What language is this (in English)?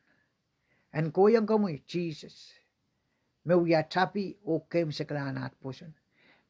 Pohnpeian